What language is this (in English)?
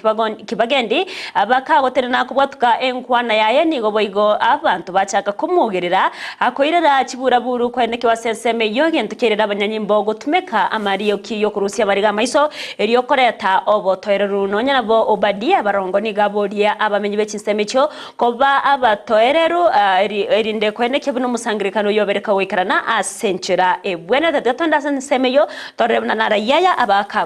Gusii